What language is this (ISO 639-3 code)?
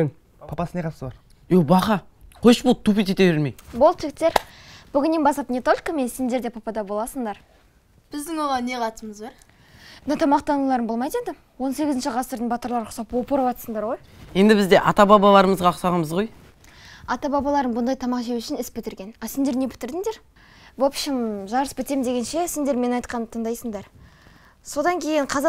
kaz